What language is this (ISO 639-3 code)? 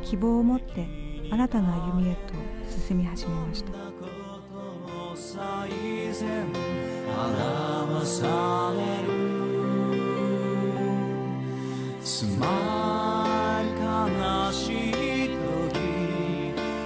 jpn